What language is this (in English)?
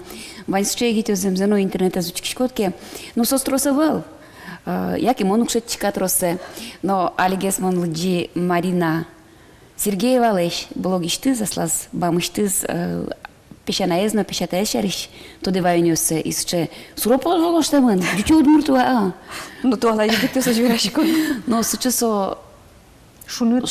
Udmurt